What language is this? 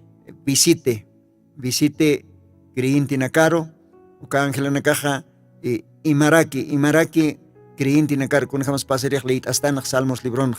Aymara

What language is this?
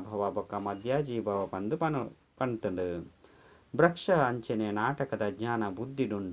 Tulu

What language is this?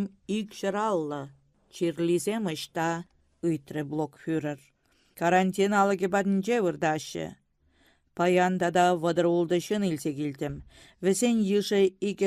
Chuvash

